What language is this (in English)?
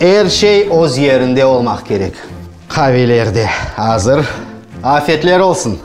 Crimean Tatar